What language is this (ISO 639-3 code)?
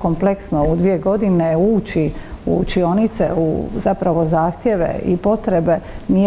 hrv